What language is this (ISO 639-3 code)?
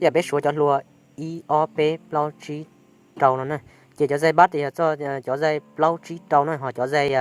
hmn